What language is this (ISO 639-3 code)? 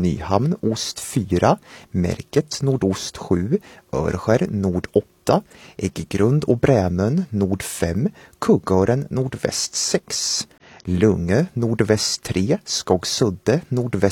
swe